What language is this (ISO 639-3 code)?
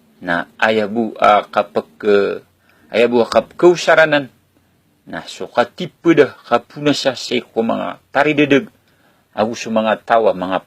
mrw